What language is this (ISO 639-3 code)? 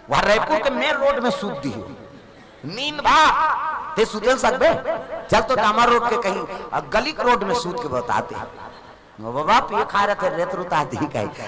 hne